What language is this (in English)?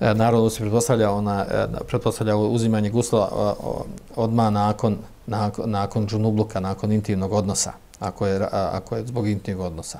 Bosnian